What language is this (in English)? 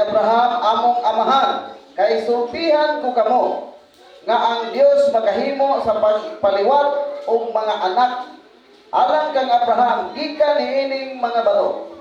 Cebuano